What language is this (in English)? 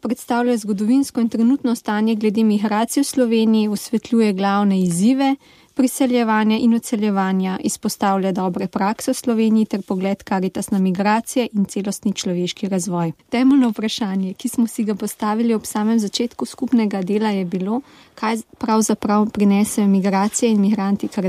Slovenian